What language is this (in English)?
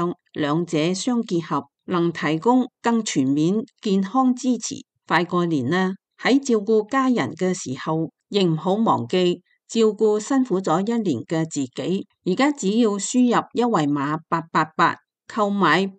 Cantonese